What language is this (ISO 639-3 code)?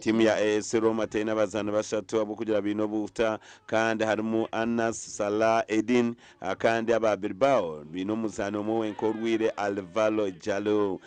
nyn